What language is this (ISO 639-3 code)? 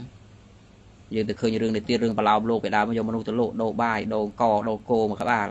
khm